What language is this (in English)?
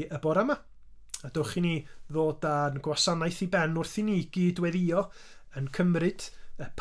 Welsh